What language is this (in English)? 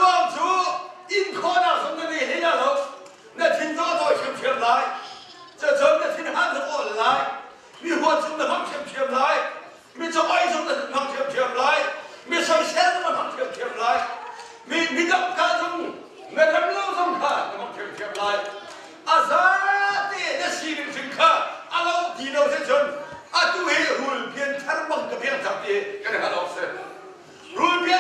Hakha Chin